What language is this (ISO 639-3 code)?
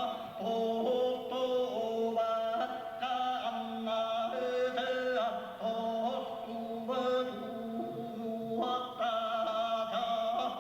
sah